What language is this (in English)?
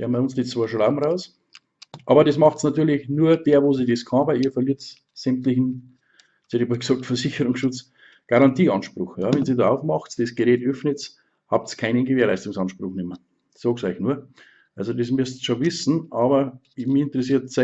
Bavarian